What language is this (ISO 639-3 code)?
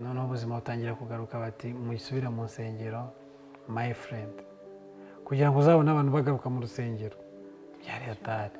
kin